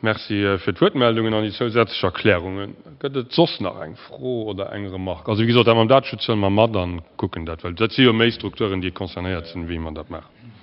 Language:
Luxembourgish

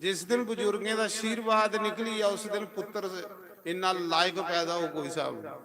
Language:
Dogri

